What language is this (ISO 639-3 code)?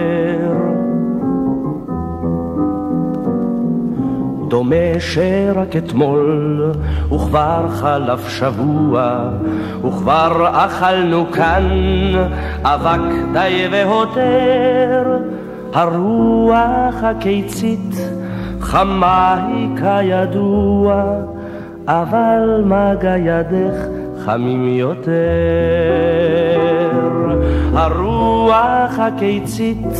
heb